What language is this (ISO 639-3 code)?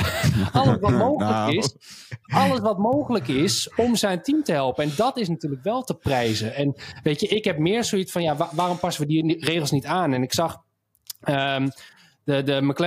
nld